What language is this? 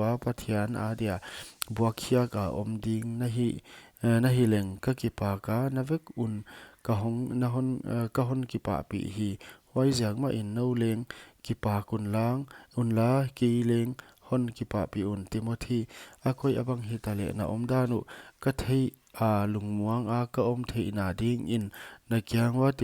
Paite Chin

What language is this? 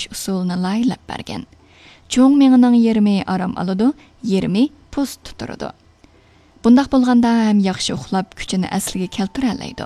Uyghur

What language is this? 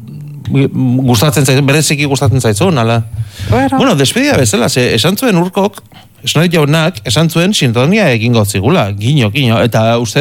Basque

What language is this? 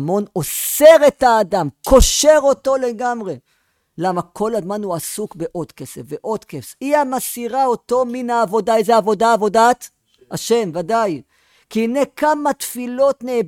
Hebrew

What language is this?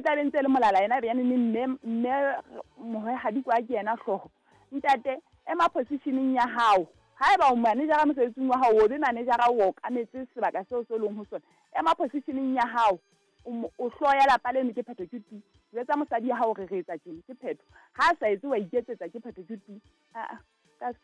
Southern Sotho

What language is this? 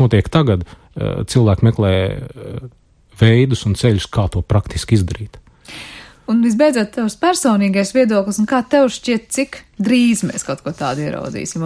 Latvian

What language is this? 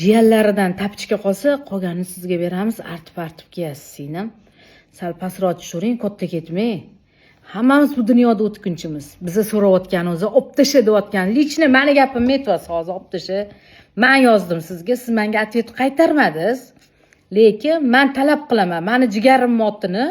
Uzbek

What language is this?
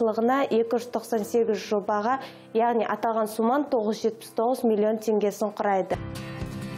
Kazakh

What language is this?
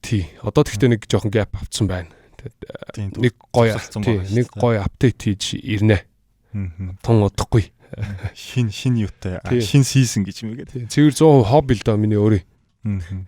Mongolian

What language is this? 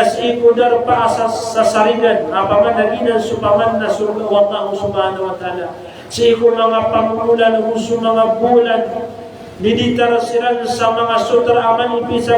Maranao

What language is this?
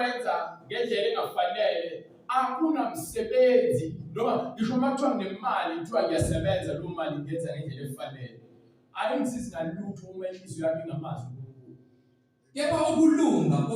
Zulu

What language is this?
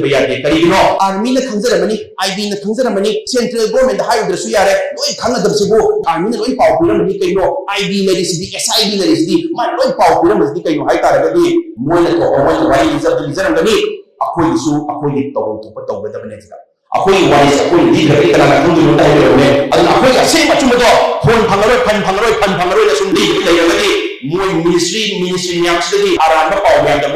Manipuri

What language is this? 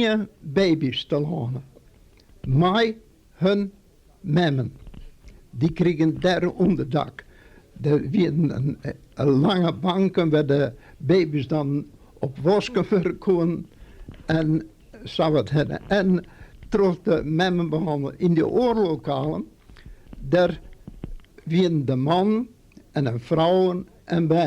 Western Frisian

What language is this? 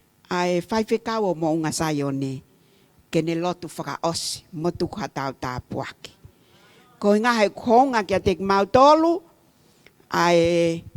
Tongan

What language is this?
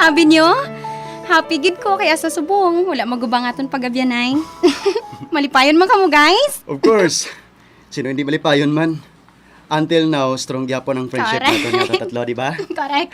Hiligaynon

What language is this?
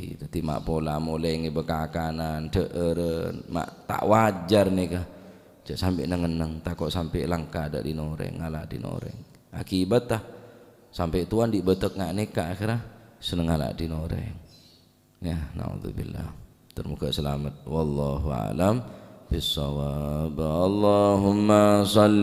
Madurese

